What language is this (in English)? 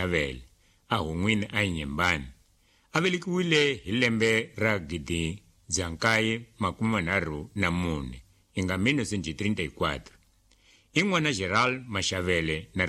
Tsonga